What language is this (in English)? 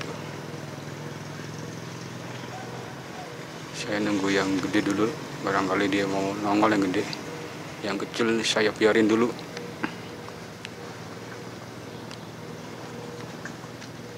Indonesian